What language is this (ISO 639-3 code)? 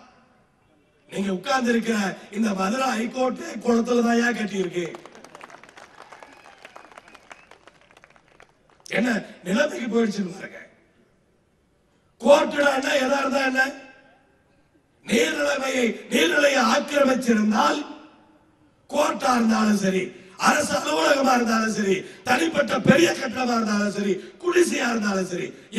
tam